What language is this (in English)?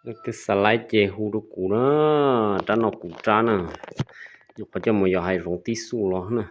Hmong